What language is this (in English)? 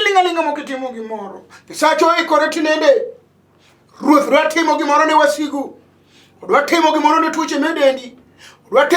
Luo (Kenya and Tanzania)